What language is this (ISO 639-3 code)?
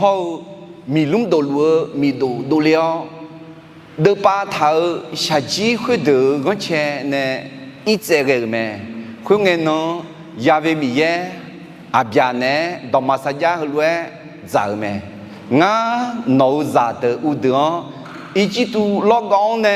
ahk